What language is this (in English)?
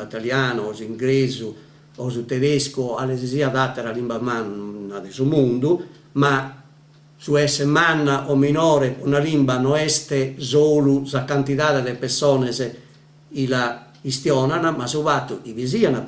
Sardinian